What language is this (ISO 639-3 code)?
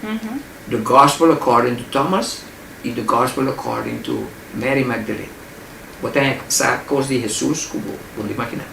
pap